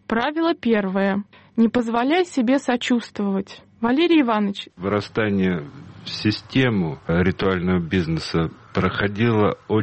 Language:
Russian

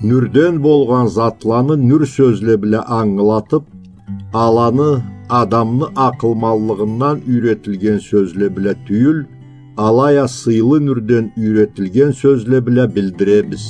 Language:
Karachay-Balkar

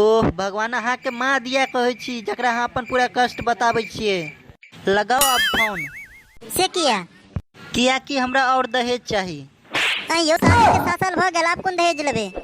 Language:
Maithili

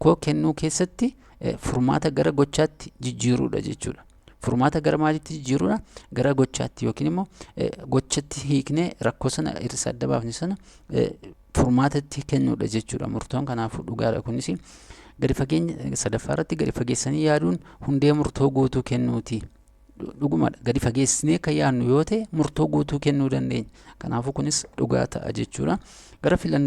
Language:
Oromo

